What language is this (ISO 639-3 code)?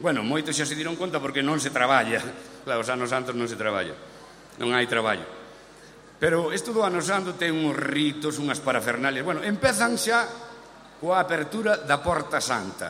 glg